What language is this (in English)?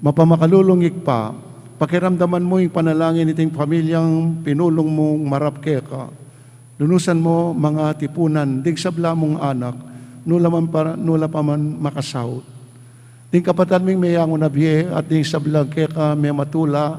Pampanga